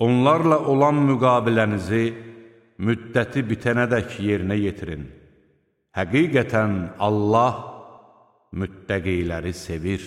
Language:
Azerbaijani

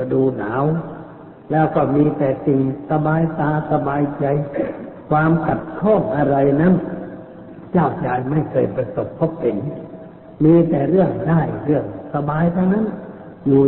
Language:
Thai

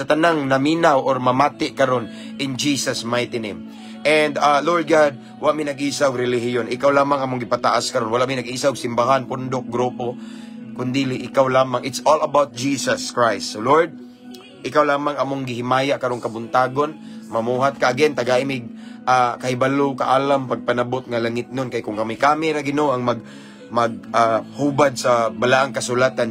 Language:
Cebuano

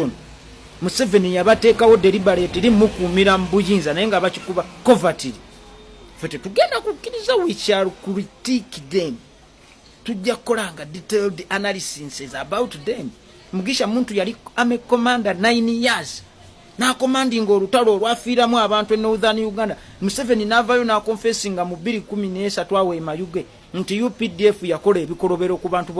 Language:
Ganda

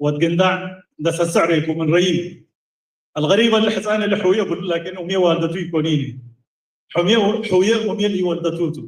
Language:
Tigre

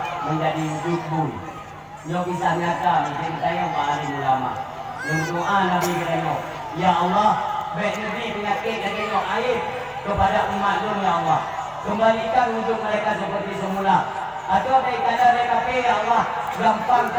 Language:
Achinese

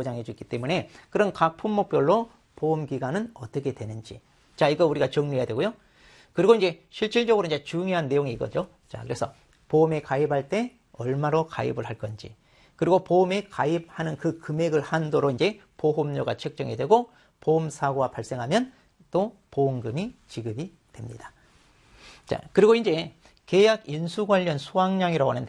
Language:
Korean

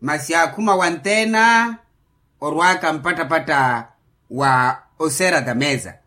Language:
Makhuwa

